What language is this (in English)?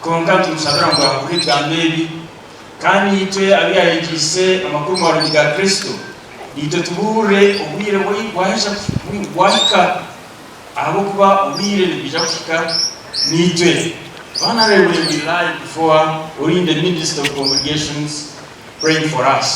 Nyankole